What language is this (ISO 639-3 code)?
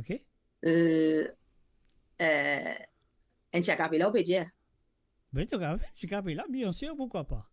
mfe